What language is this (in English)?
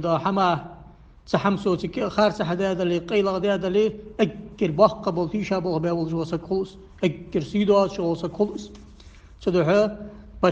Ingush